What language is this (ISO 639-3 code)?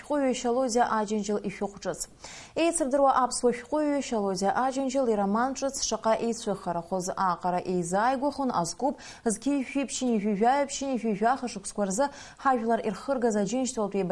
abk